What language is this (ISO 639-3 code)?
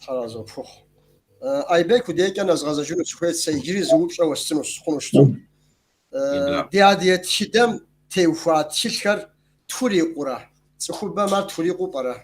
kbd